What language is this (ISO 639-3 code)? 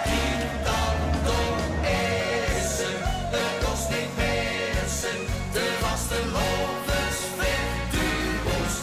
lim